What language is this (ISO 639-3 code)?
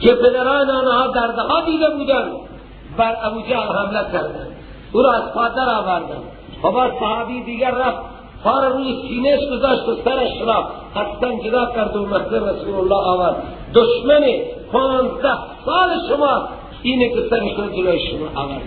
fas